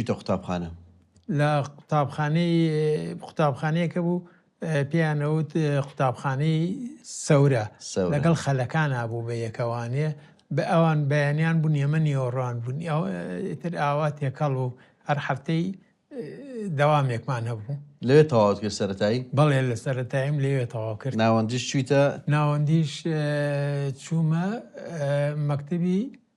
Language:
Central Kurdish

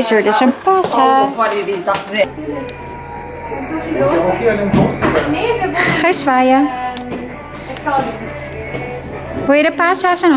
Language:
Dutch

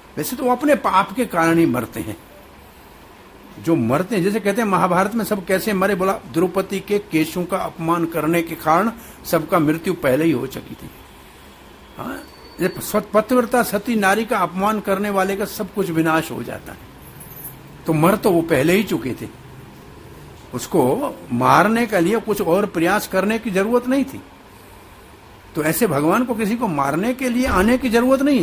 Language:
Hindi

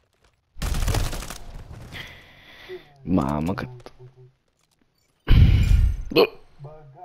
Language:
Romanian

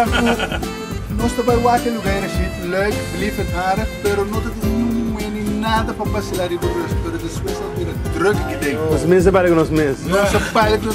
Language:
Papiamento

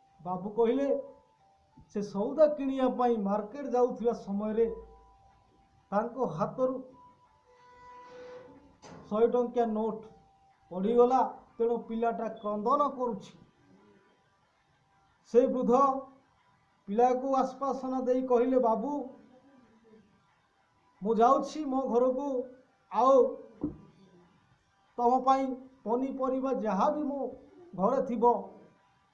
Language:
Odia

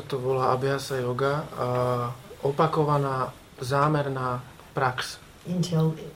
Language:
Slovak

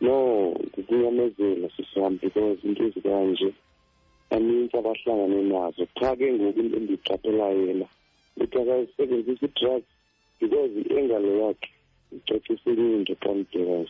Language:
Xhosa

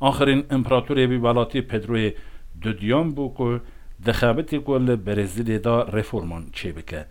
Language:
Kurdish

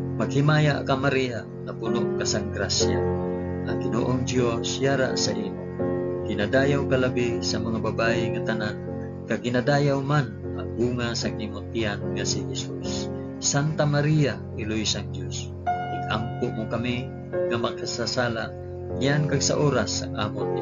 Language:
Hiligaynon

